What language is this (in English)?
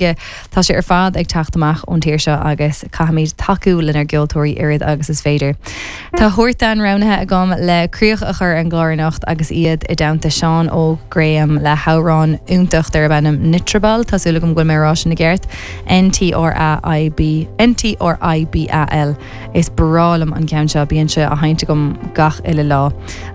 Irish